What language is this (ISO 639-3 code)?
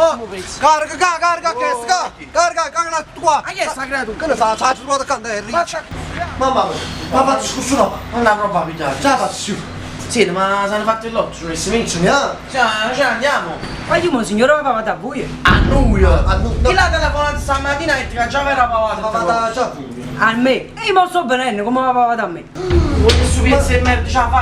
nap